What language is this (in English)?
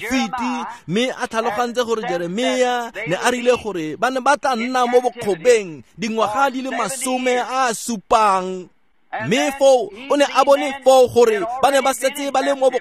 Tswana